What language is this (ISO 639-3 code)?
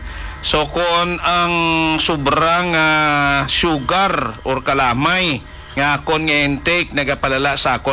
hil